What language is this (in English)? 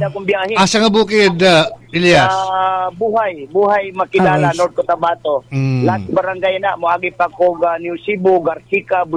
Cebuano